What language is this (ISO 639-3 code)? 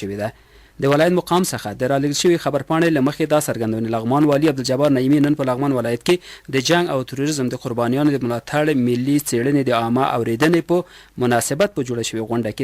pus